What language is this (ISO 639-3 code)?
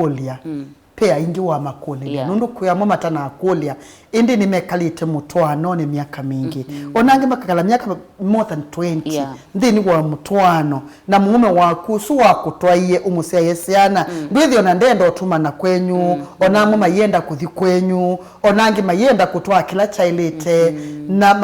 kam